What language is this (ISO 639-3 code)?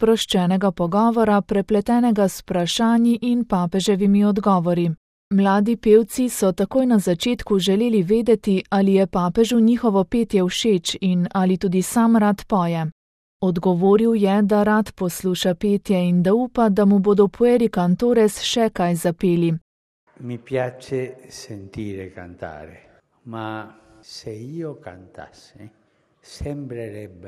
slv